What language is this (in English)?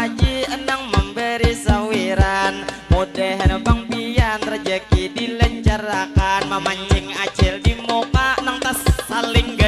Banjar